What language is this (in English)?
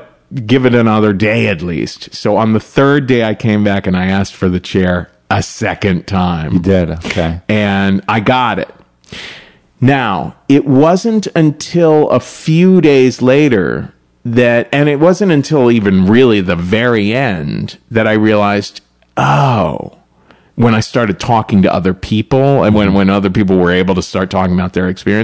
English